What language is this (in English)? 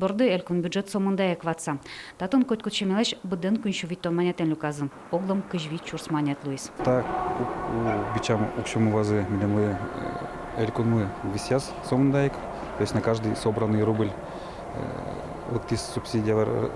Udmurt